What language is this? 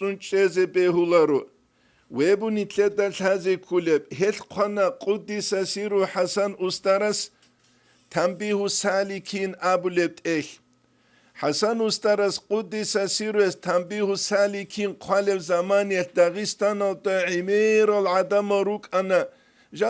Avaric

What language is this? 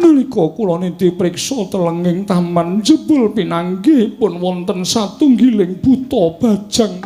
Javanese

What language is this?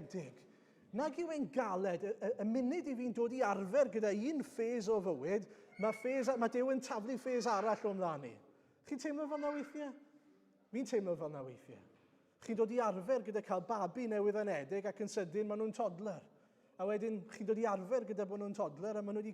Welsh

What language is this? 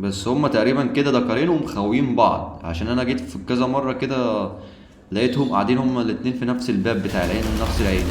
Egyptian Arabic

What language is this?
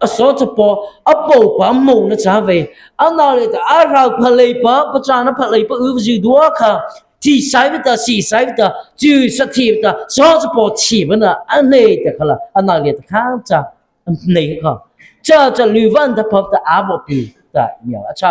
Mara Chin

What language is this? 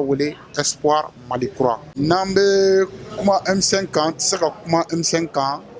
Bambara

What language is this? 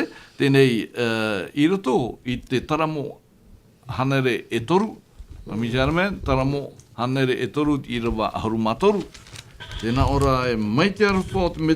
Tahitian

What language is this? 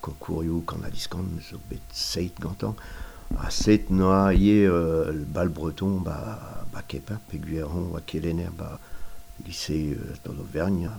Breton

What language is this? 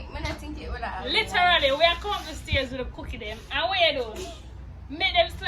Jamaican Creole English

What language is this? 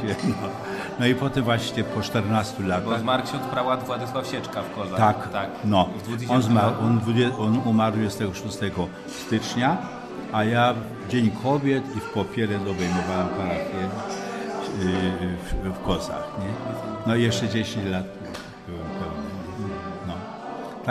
Polish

